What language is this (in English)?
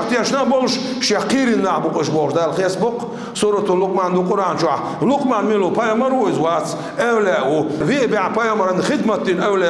Chechen